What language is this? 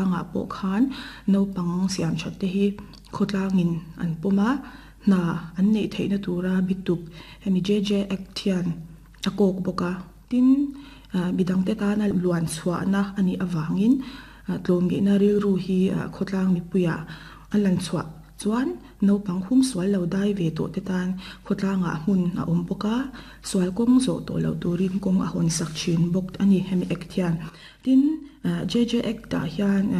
Mizo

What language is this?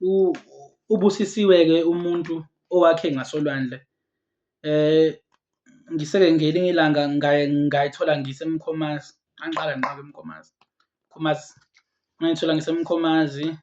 Zulu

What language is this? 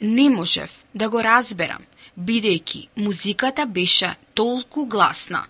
Macedonian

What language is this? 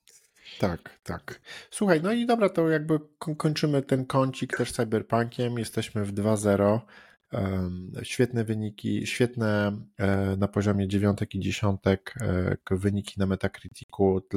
Polish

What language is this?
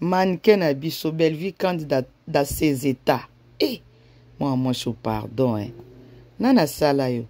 Lingala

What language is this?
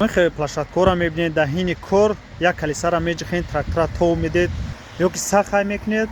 Tajik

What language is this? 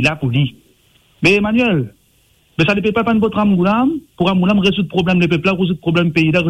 Morisyen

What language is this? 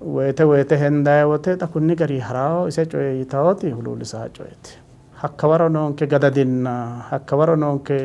Sidamo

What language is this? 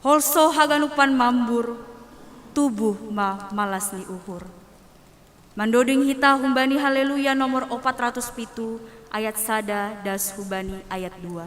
Batak Simalungun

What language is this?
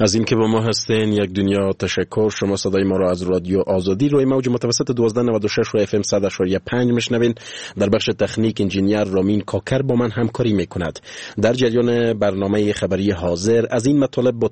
Persian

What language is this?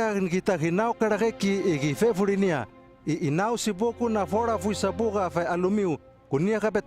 Hano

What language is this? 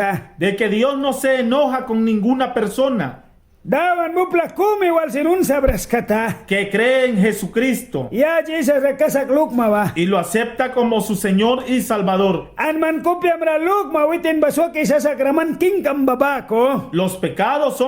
Mískito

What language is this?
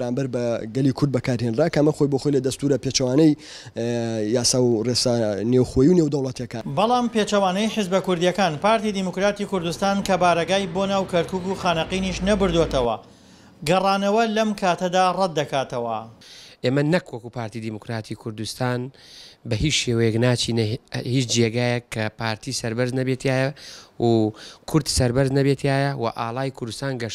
Central Kurdish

